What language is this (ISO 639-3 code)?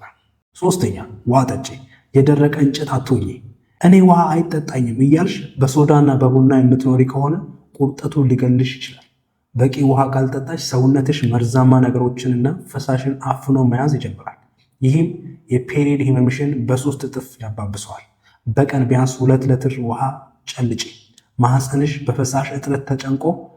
amh